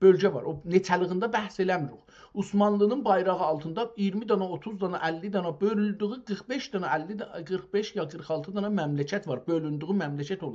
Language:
South Azerbaijani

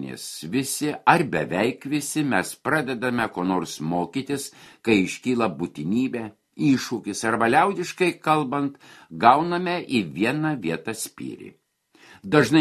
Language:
Lithuanian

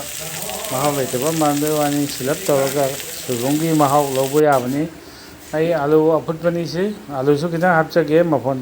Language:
Manipuri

